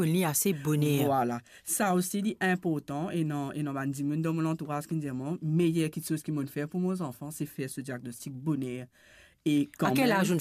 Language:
Morisyen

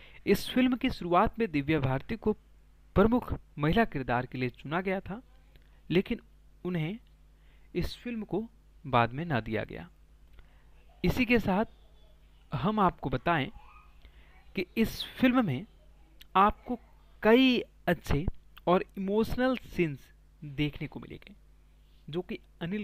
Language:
Hindi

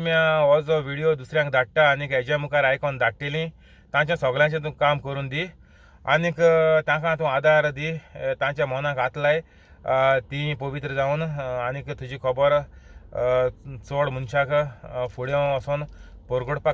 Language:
Konkani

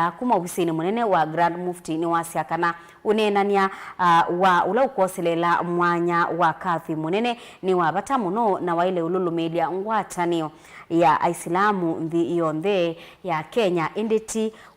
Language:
Kamba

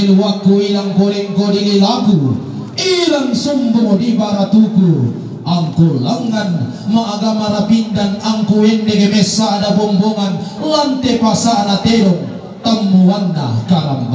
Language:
Toraja-Sa'dan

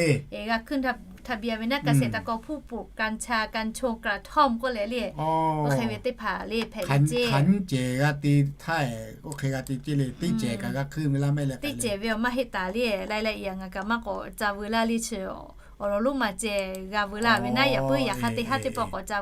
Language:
Lahu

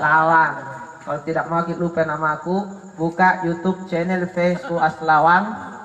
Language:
Makasar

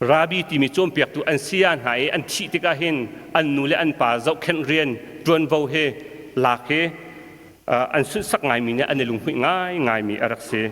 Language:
Hakha Chin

